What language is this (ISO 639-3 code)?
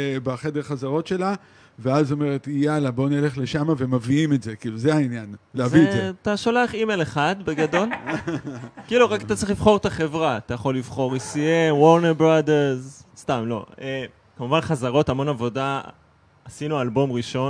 heb